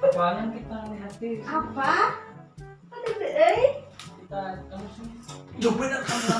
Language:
Banjar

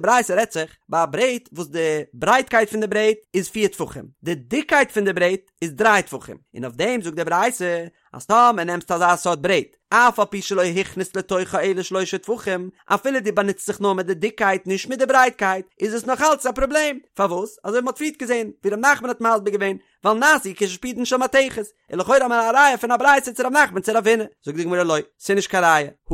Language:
Yiddish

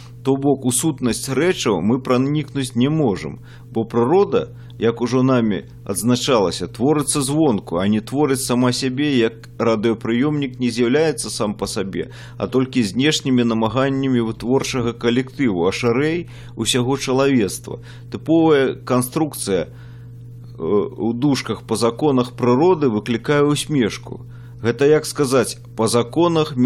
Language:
Belarusian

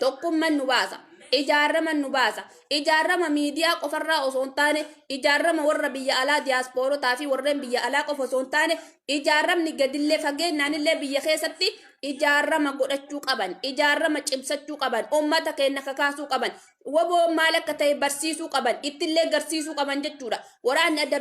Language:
Oromo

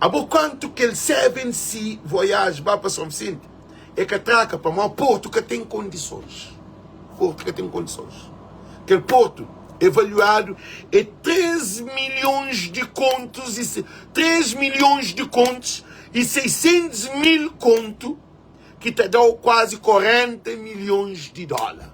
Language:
Kabuverdianu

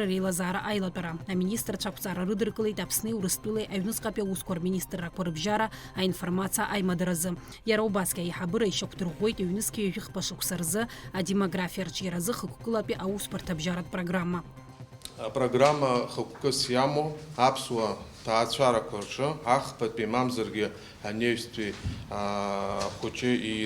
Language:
Abkhazian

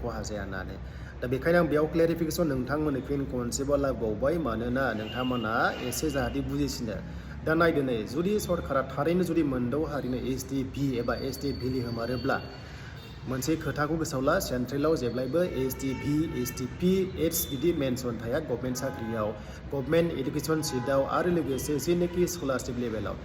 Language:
Bodo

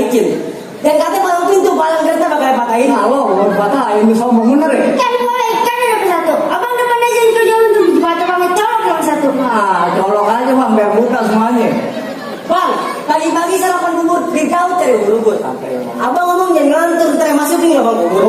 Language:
Betawi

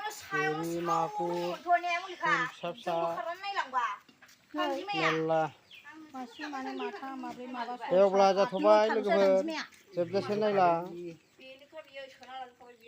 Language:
Bodo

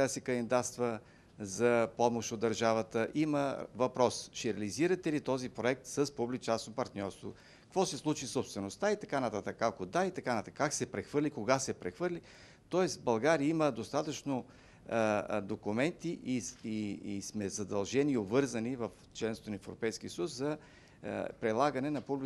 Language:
Bulgarian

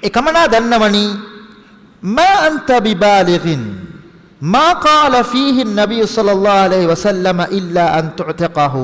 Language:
Divehi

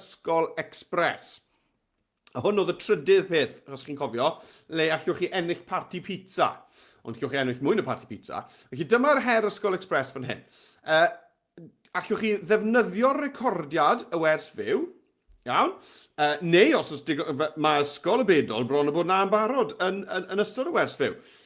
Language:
Welsh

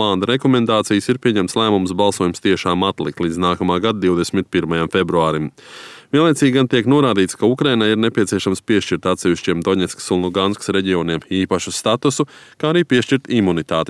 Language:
Latvian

